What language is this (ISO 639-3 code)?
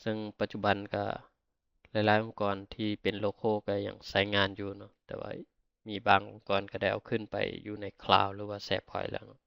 lao